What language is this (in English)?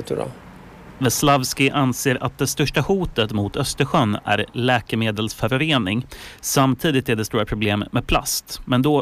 Swedish